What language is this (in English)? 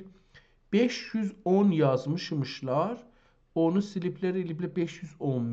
South Azerbaijani